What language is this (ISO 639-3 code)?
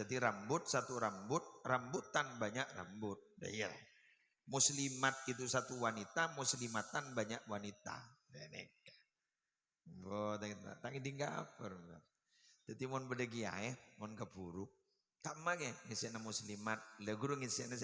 mad